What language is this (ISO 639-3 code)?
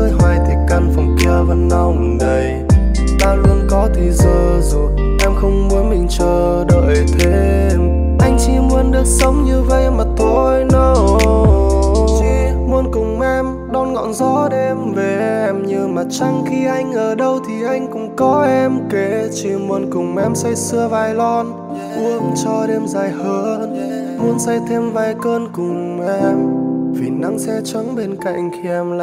vie